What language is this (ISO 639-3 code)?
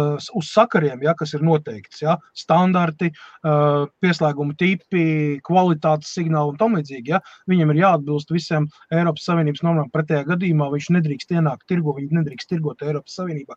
lav